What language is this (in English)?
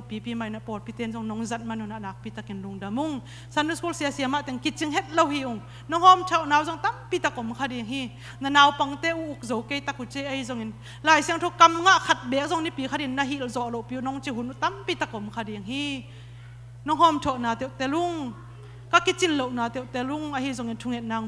Tedim Chin